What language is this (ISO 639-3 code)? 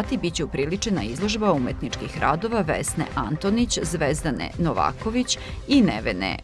srp